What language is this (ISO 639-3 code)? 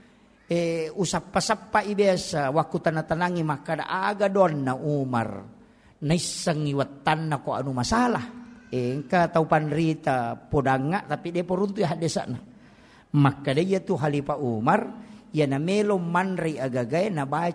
bug